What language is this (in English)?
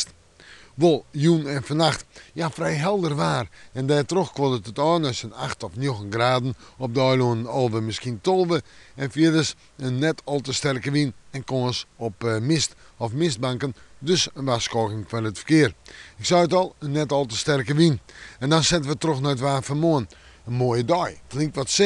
Western Frisian